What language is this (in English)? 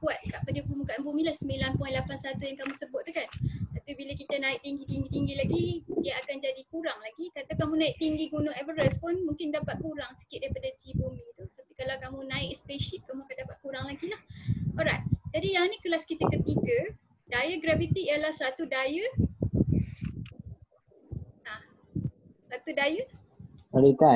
Malay